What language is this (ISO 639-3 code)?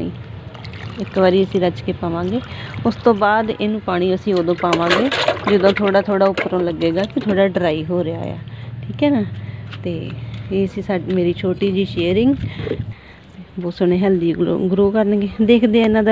pan